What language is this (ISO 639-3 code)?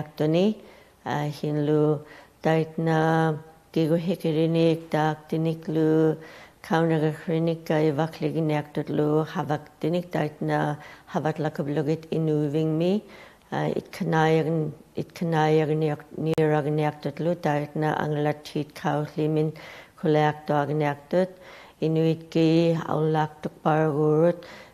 ikt